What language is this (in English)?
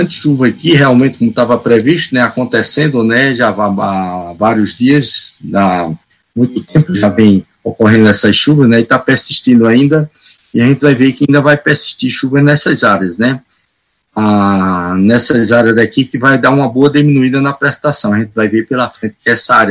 Portuguese